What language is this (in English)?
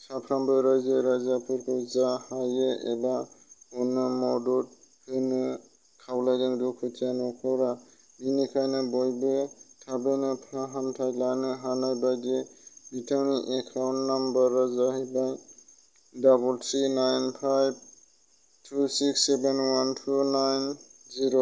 Bodo